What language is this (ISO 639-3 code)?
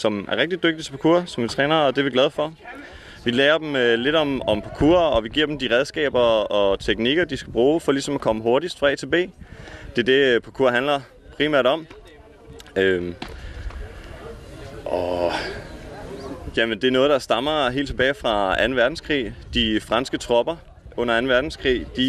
dan